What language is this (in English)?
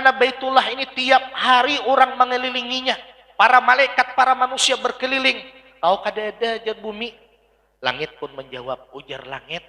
Banjar